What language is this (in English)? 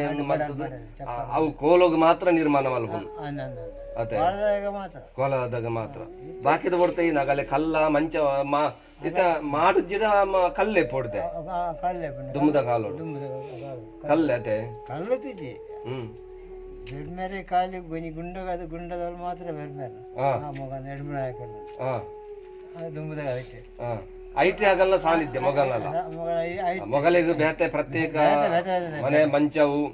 Tulu